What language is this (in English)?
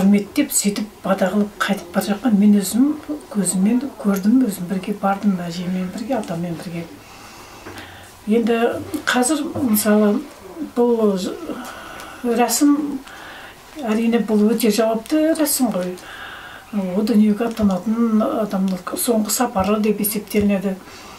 Kazakh